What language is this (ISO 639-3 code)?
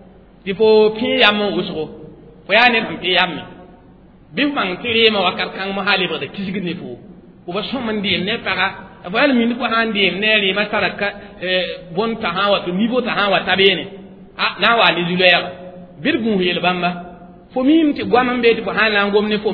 mos